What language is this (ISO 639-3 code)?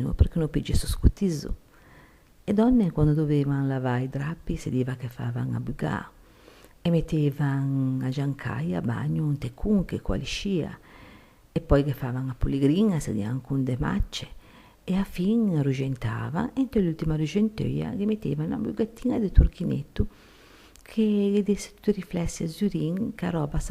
lij